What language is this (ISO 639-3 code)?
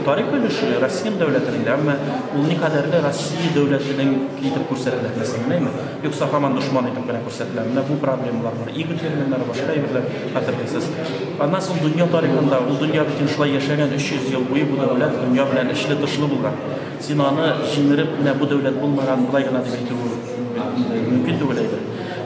tat